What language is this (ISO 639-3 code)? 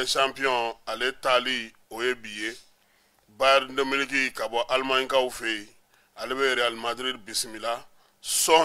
bam